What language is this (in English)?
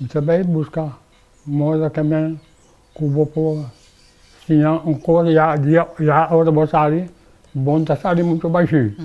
Papiamento